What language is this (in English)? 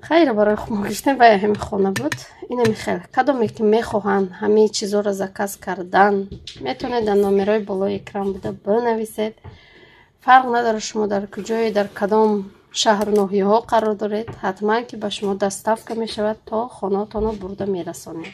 Tajik